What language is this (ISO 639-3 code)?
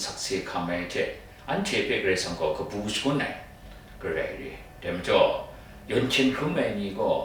kac